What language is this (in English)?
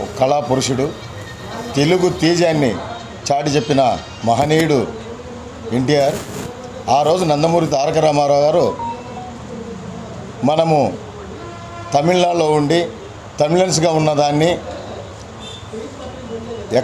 Telugu